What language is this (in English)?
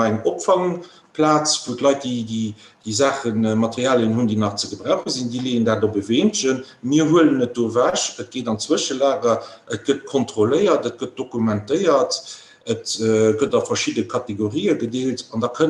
Luxembourgish